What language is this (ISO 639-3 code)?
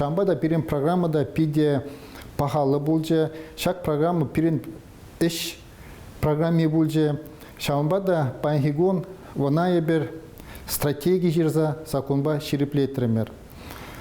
chv